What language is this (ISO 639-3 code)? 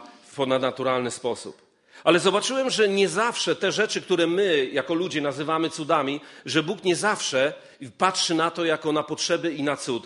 pol